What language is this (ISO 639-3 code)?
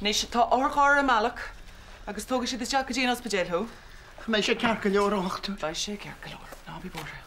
gle